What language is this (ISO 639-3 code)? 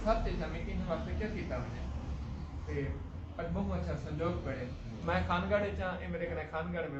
skr